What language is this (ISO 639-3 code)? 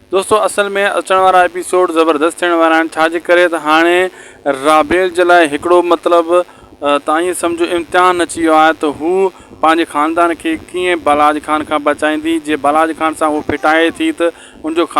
snd